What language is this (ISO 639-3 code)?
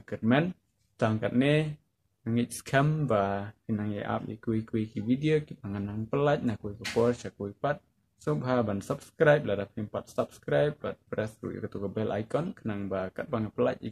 kha